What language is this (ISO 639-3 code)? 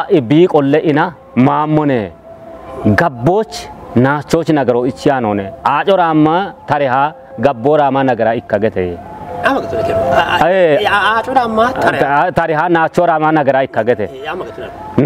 kbr